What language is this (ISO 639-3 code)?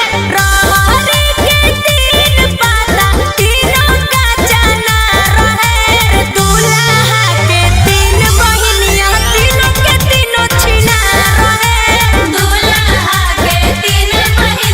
mag